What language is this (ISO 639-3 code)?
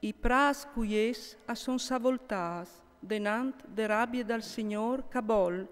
fur